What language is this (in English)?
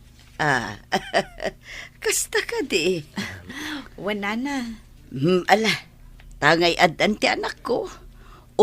Iloko